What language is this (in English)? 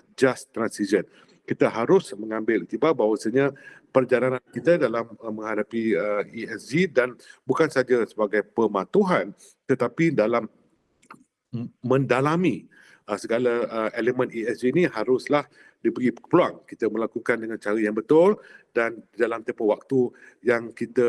Malay